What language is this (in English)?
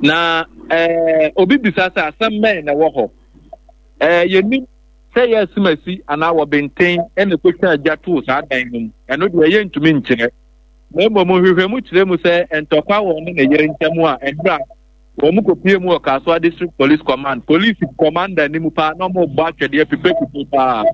Akan